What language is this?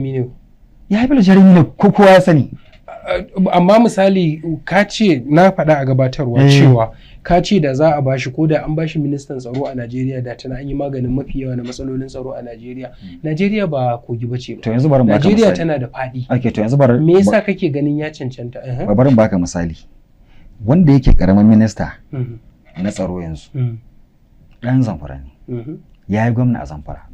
Hausa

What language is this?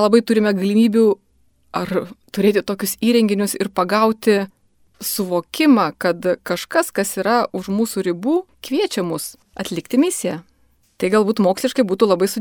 Lithuanian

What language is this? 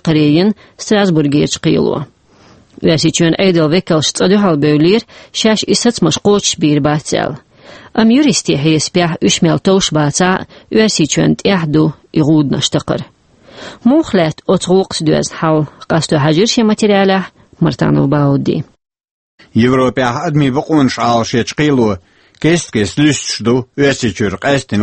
Chechen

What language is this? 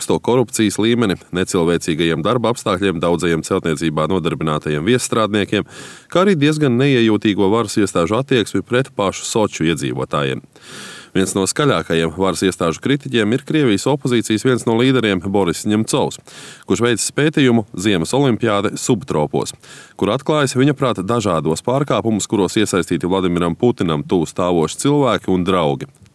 Latvian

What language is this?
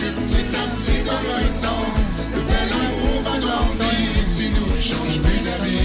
Morisyen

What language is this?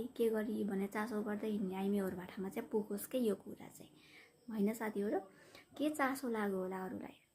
Nepali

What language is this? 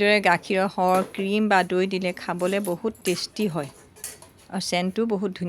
Assamese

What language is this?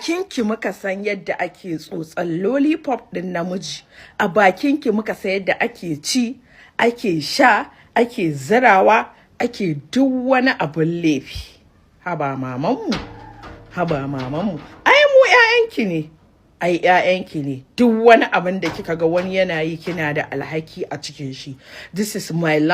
Hausa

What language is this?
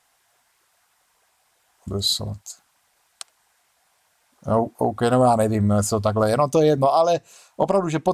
Czech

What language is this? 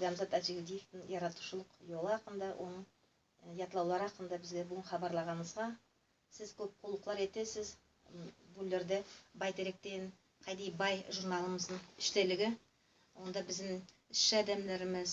Nogai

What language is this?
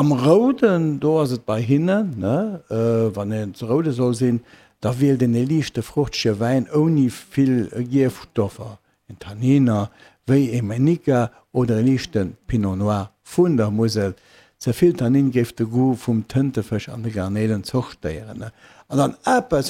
Luxembourgish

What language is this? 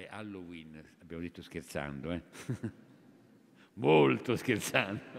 Italian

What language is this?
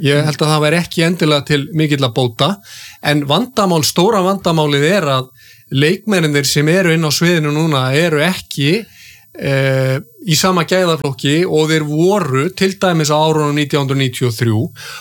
Icelandic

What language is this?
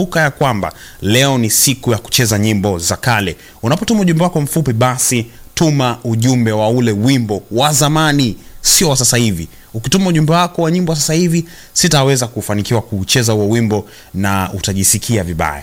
Swahili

